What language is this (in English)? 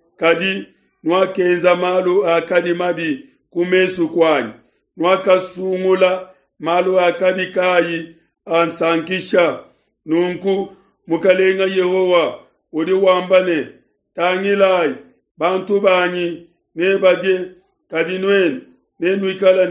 Luba-Lulua